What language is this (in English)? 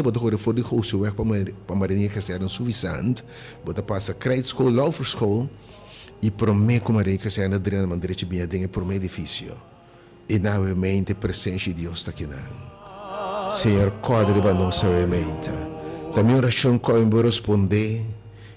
Papiamento